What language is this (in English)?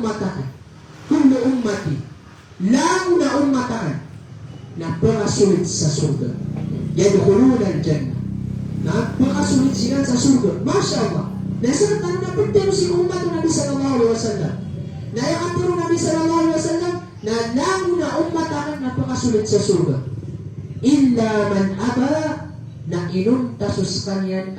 Maranao